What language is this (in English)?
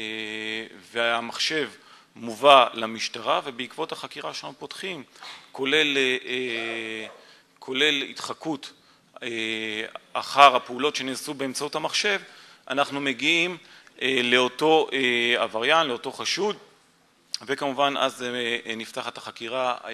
Hebrew